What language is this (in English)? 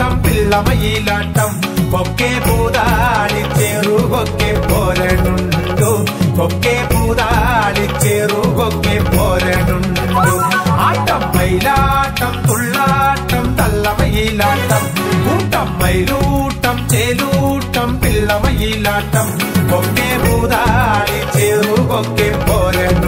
Malayalam